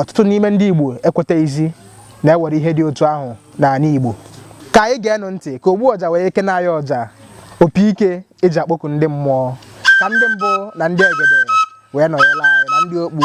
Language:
Igbo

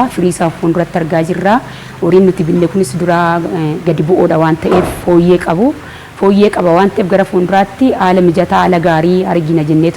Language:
Oromo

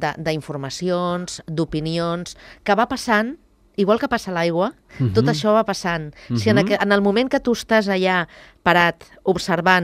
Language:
Catalan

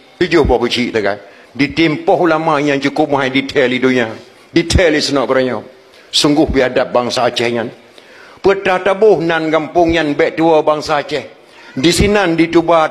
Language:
Achinese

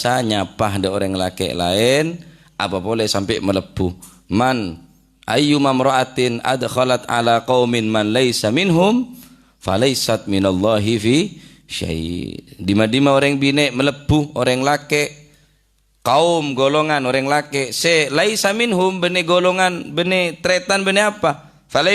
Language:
Madurese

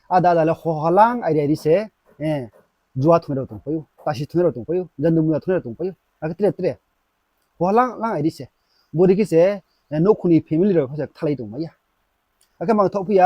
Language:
Riang (India)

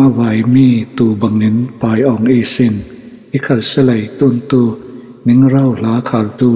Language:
Falam Chin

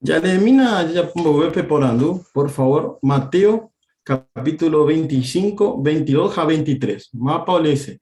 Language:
Guarani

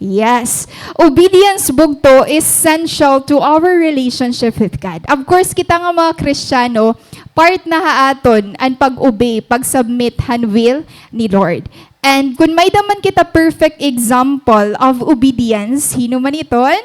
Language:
Waray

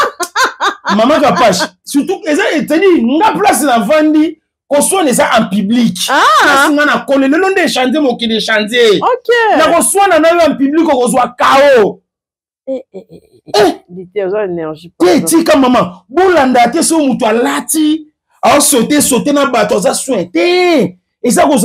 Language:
Lingala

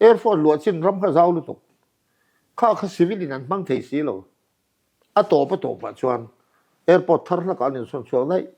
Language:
Mizo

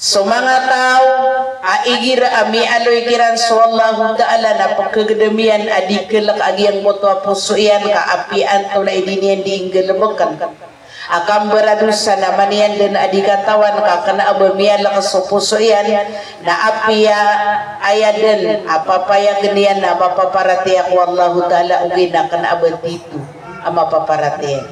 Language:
Maranao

